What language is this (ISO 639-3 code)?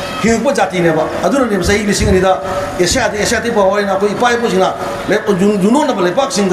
mni